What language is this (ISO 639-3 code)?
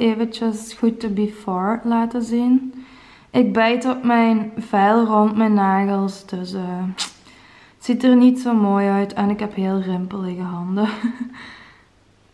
nld